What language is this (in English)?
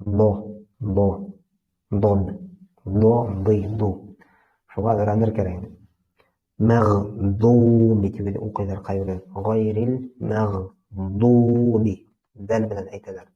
Bashkir